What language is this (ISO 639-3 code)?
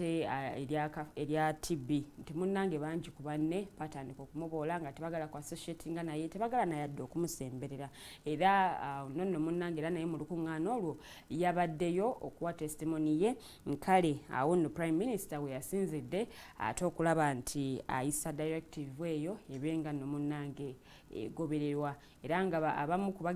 lug